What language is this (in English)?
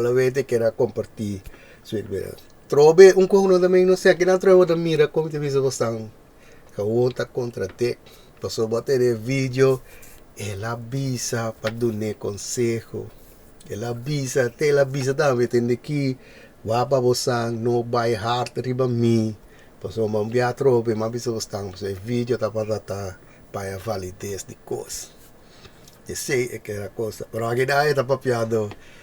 Papiamento